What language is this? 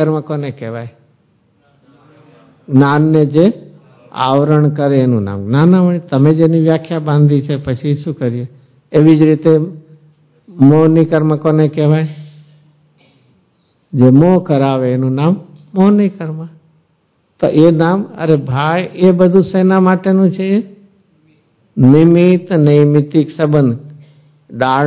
Gujarati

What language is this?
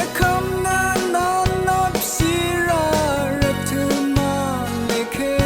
Rawang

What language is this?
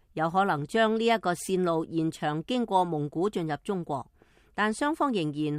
Cantonese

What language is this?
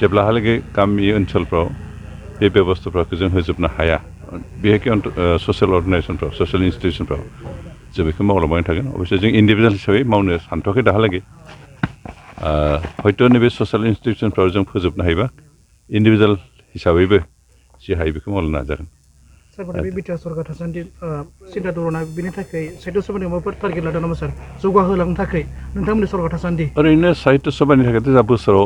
Bodo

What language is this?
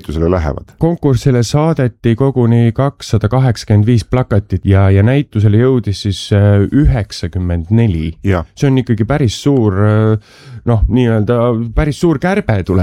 Estonian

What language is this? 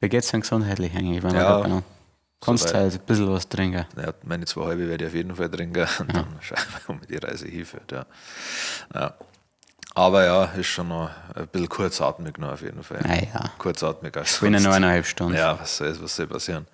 Bavarian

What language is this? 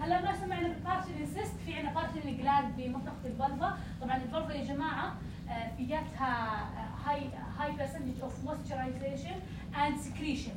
North Levantine Arabic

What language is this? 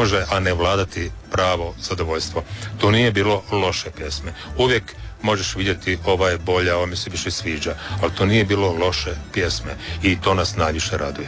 Croatian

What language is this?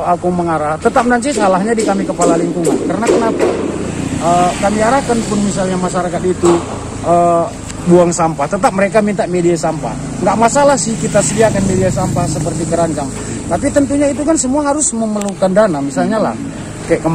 Indonesian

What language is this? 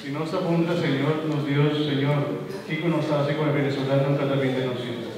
Papiamento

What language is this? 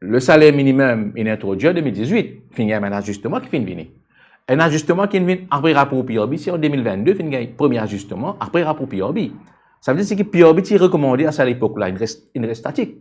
Morisyen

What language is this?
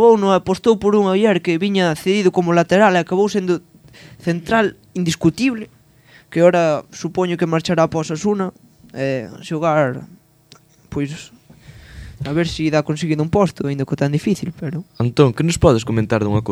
Galician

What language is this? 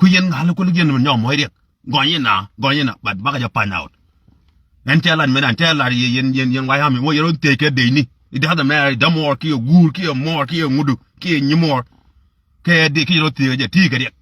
Nuer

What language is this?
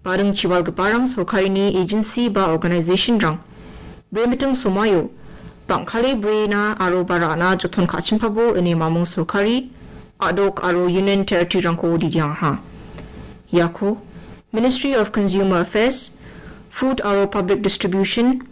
Garo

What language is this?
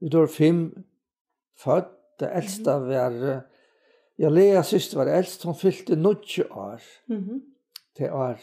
Faroese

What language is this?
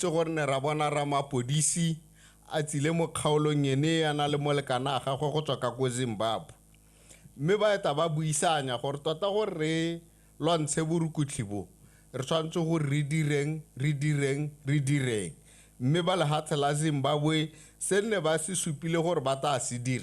Tswana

